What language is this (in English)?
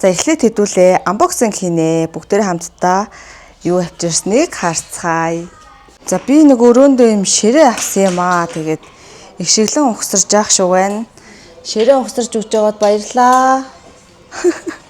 Mongolian